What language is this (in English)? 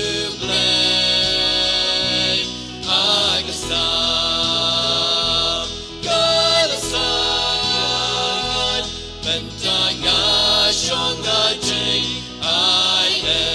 Khasi